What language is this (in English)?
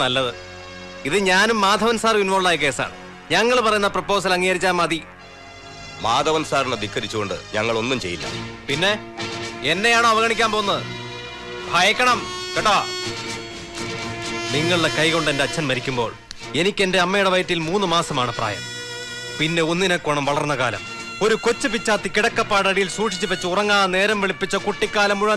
Malayalam